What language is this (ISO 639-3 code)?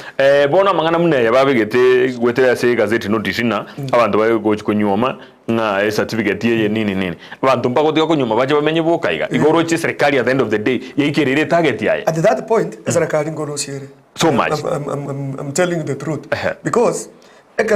guz